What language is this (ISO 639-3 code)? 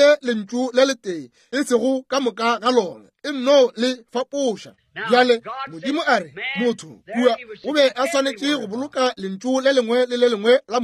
nso